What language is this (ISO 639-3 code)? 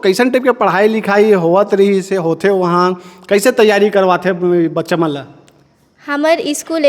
hne